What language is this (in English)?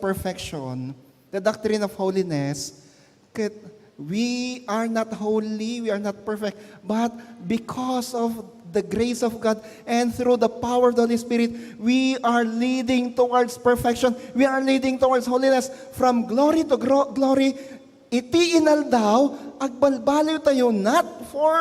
Iloko